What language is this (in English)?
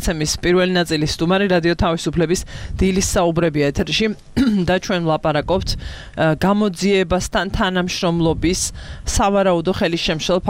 Georgian